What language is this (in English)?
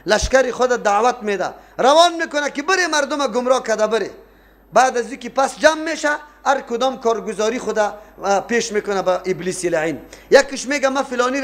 Persian